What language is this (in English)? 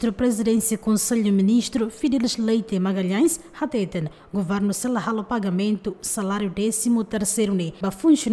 Tetum